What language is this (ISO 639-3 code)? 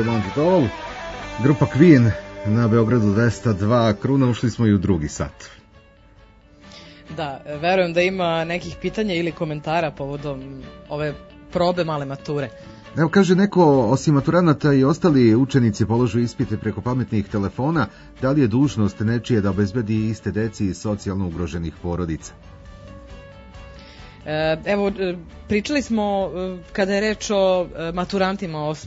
srp